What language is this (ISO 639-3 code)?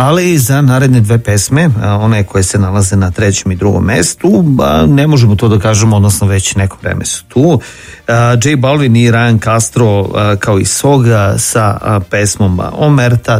srp